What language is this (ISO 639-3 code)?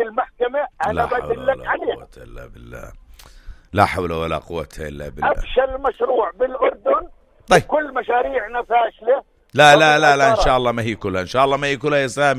apc